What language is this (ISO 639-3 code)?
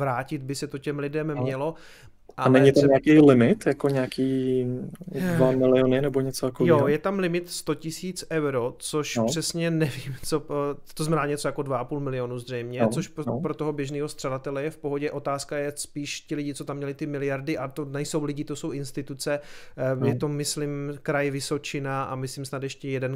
ces